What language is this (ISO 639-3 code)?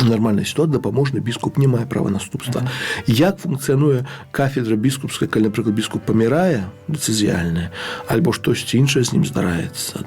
bel